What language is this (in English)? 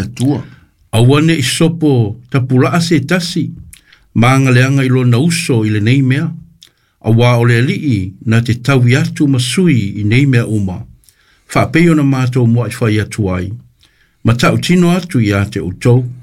Samoan